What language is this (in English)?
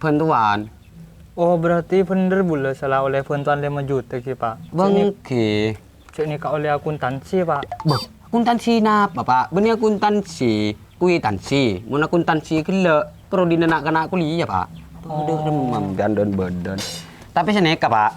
Madurese